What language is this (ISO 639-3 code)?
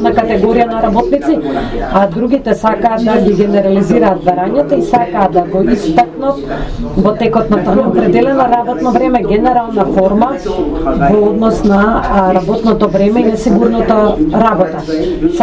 mkd